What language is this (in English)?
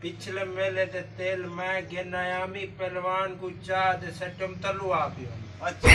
Saraiki